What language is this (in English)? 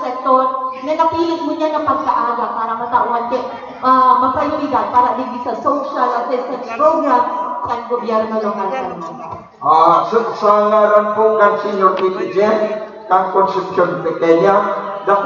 Bikol